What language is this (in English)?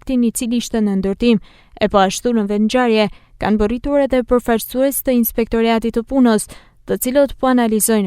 Albanian